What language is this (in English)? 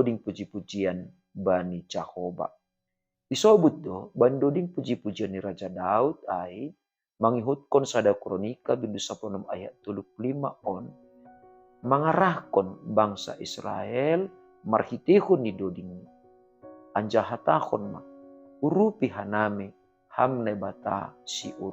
Batak Simalungun